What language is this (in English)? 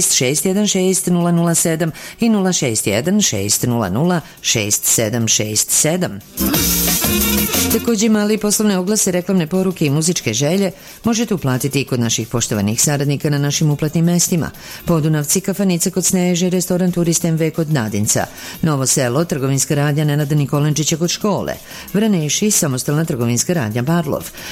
Serbian